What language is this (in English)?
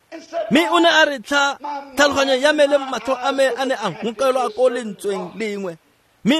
Tswana